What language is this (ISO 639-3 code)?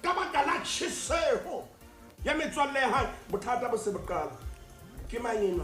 sot